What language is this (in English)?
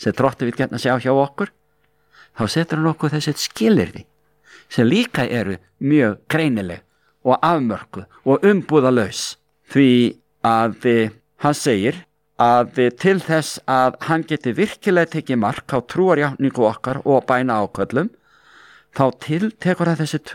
Icelandic